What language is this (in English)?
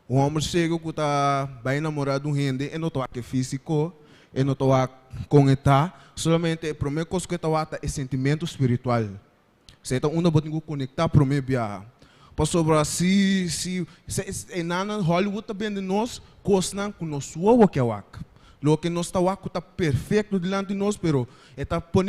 Papiamento